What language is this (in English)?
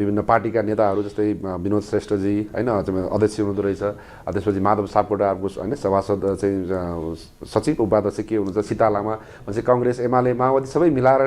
Nepali